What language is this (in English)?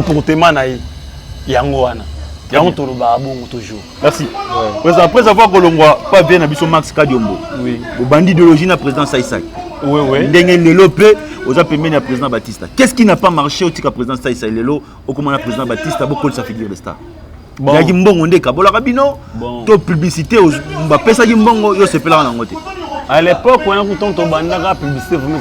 Lingala